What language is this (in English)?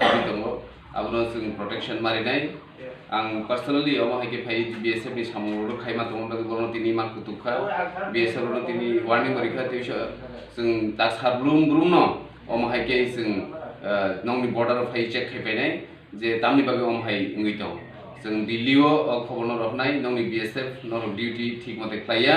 Kok Borok